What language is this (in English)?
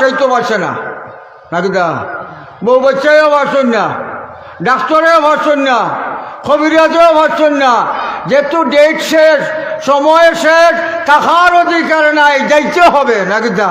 Sylheti